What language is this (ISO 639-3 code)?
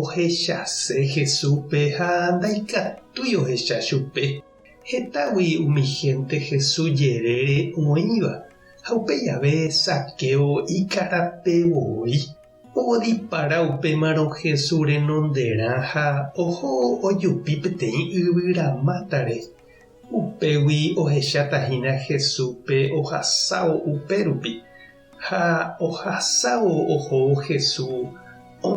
grn